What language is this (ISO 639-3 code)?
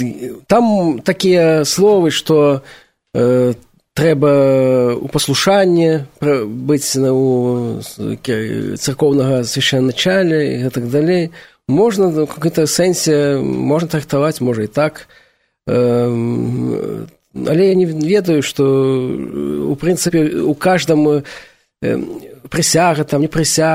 bel